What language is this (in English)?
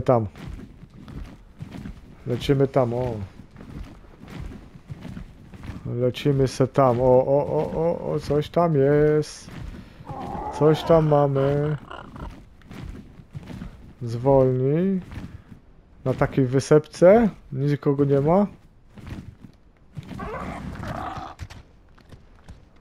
Polish